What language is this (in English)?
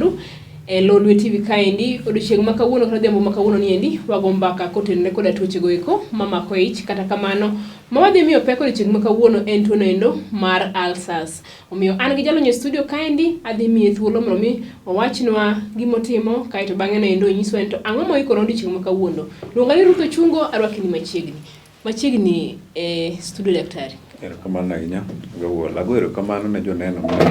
Luo (Kenya and Tanzania)